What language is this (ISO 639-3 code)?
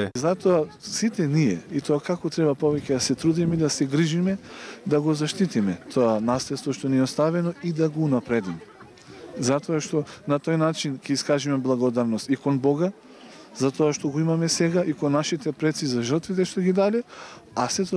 mkd